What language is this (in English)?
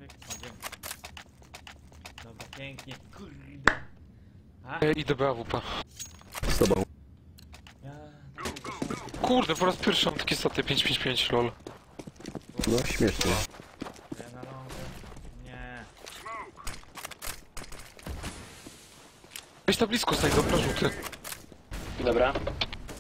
Polish